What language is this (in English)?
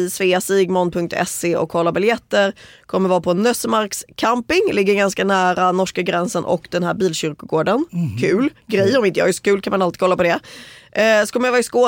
Swedish